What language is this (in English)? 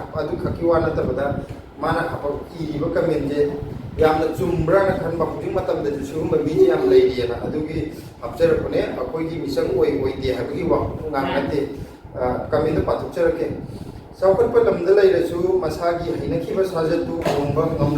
Manipuri